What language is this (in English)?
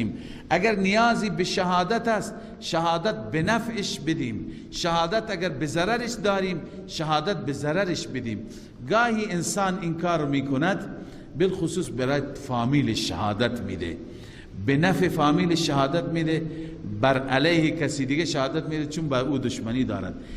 Persian